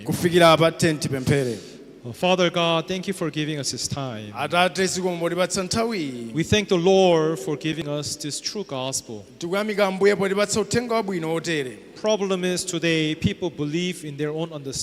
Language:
Nyanja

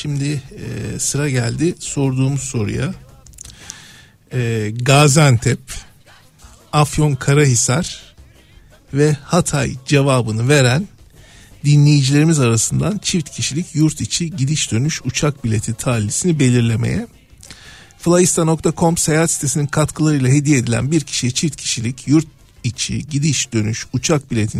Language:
Turkish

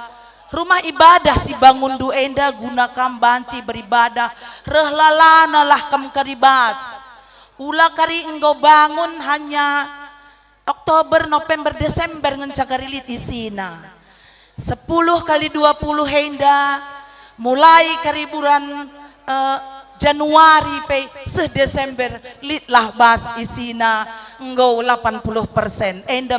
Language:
Batak Karo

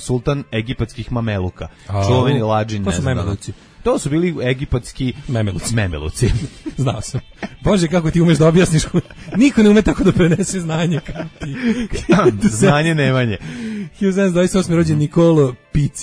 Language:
Serbian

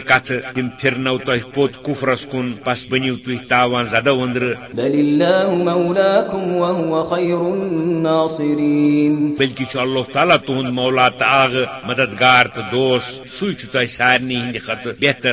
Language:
Kashmiri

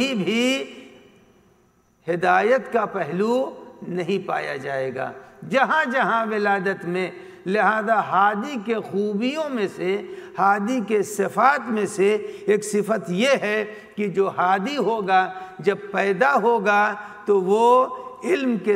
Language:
Urdu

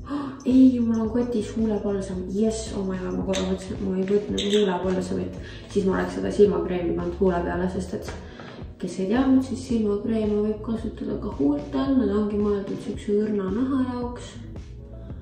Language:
Estonian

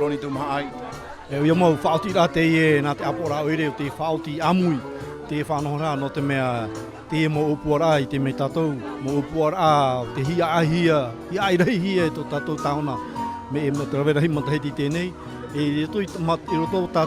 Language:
Tahitian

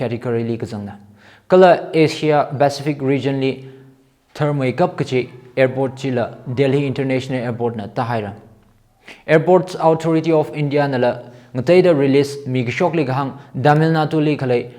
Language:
Tangkhul Naga (India)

